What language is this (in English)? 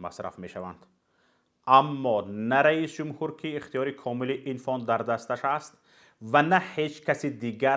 Tajik